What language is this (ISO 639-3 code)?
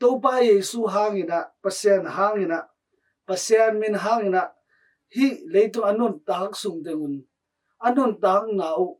ctd